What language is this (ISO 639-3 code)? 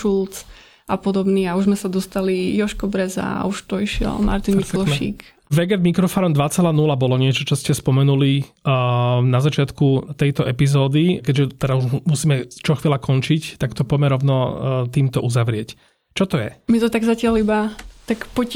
slk